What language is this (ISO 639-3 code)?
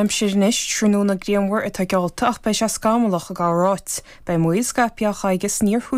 gle